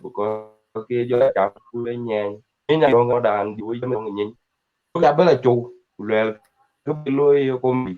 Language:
Dinka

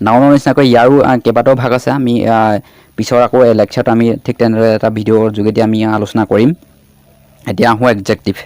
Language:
Assamese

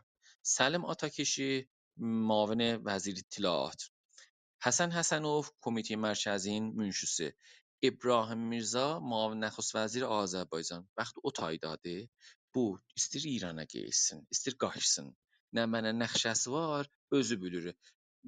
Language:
South Azerbaijani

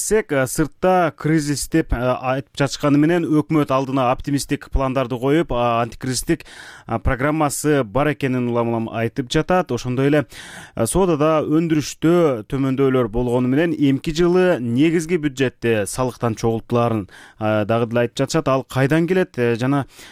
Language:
Kyrgyz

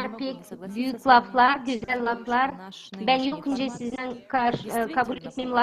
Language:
Gagauz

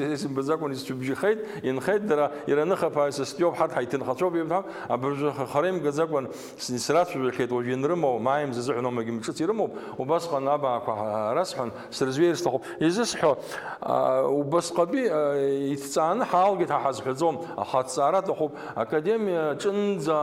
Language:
Abkhazian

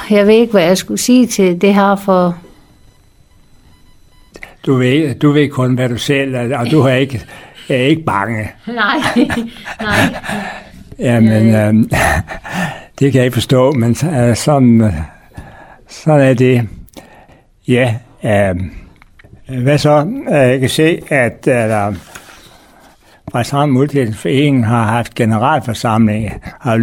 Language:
Danish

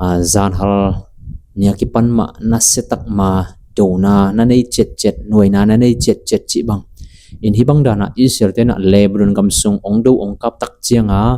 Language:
Tedim Chin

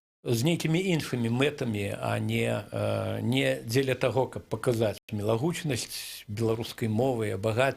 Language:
Belarusian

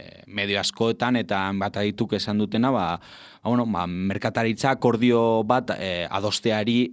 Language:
Basque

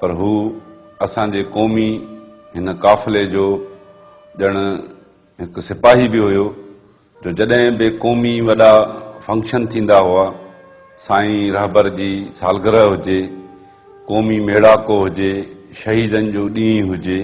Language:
Sindhi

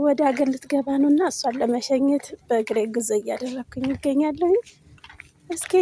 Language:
Amharic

